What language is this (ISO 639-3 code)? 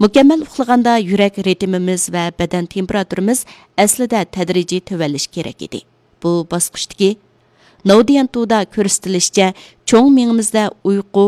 uig